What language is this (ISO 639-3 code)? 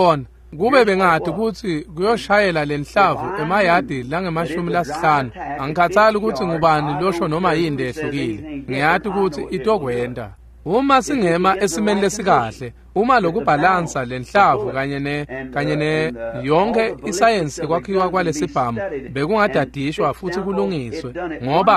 ssw